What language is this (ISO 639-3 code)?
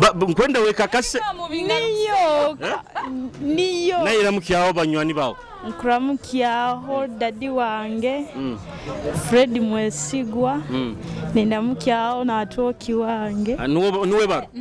nyo